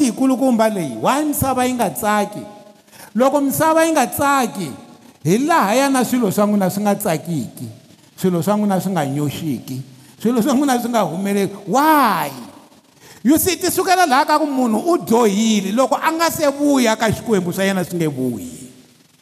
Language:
Tsonga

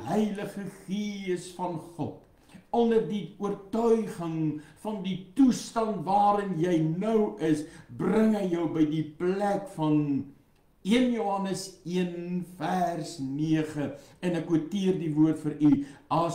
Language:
Afrikaans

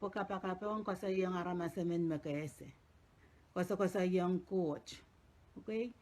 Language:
Pohnpeian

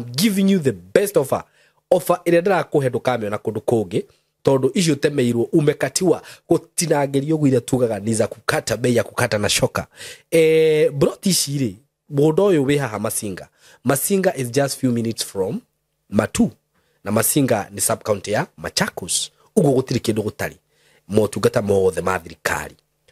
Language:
Kikuyu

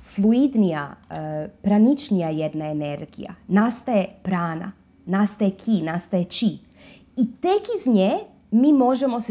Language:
Croatian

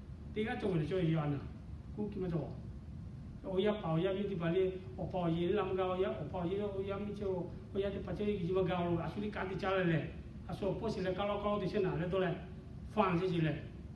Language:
Lahu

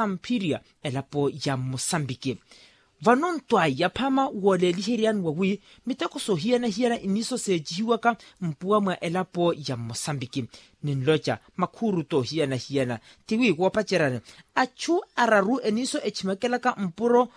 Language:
Makhuwa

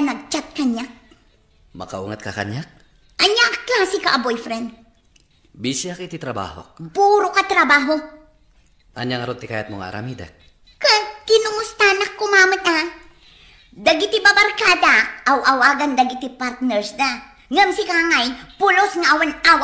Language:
Iloko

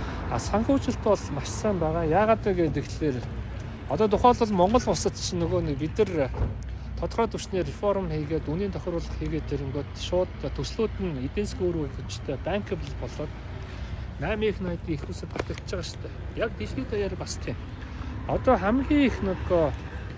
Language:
Mongolian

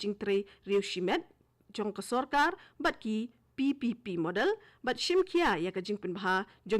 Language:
Khasi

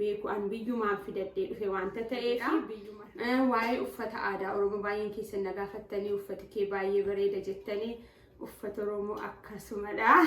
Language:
Oromo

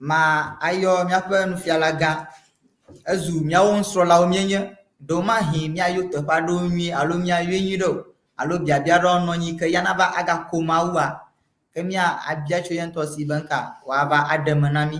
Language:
Ewe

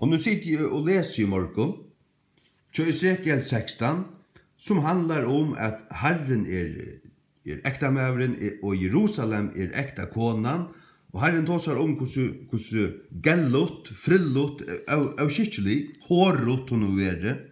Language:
Faroese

